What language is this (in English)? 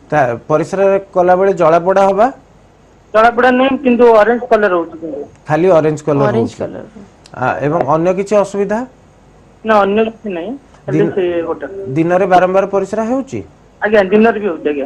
Odia